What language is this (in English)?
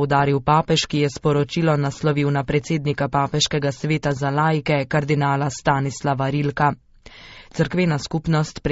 Slovenian